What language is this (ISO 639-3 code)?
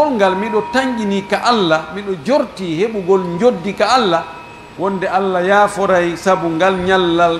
fuf